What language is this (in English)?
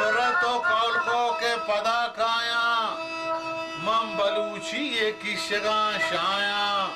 Baluchi